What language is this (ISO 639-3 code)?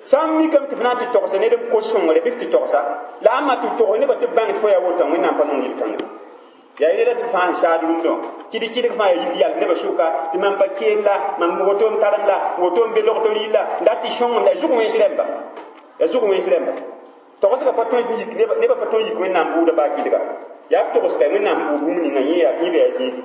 mos